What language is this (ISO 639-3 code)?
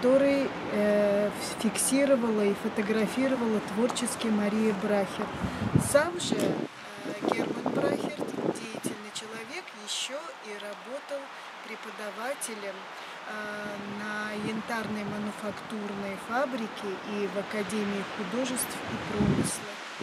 rus